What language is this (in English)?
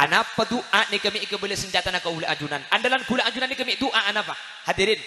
Madurese